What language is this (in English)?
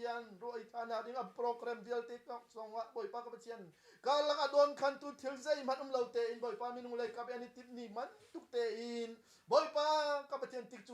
Hakha Chin